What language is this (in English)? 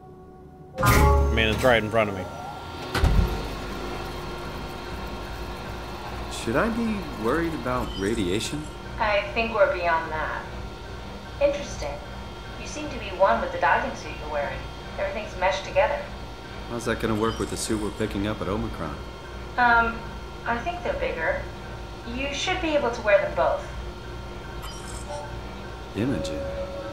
English